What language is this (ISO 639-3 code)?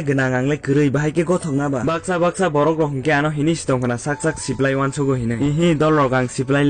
trp